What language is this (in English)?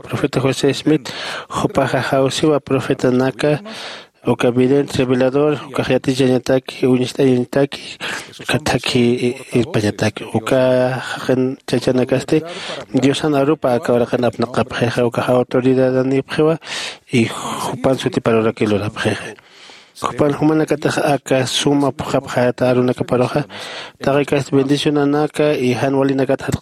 Aymara